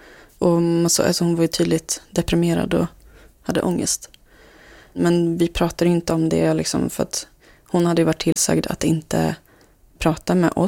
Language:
Swedish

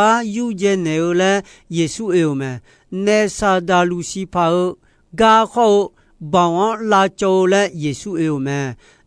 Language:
Akha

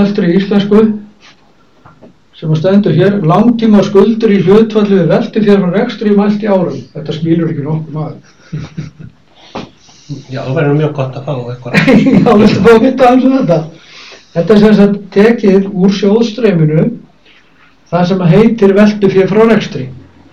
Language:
Icelandic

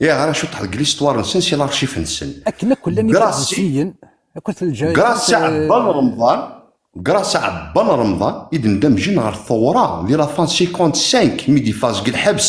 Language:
Kabyle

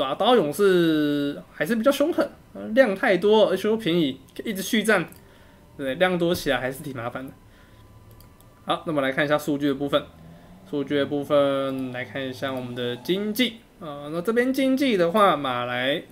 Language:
Chinese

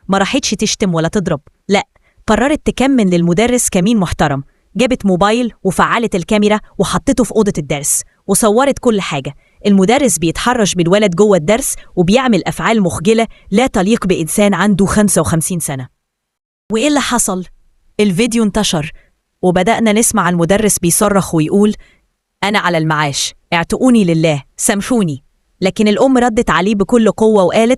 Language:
Egyptian Arabic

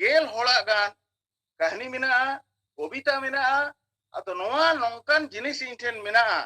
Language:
Santali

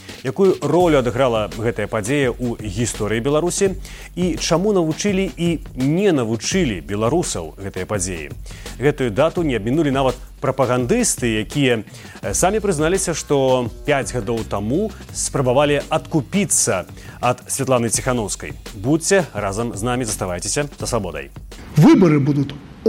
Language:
Belarusian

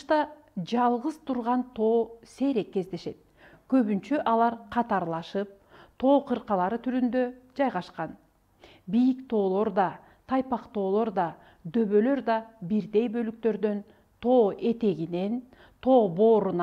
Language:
Kyrgyz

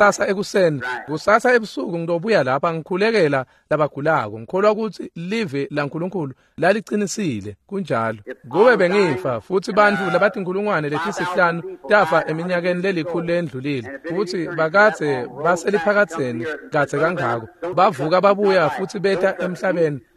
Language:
Swati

